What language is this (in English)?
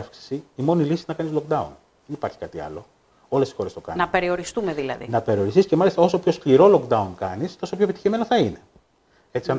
Greek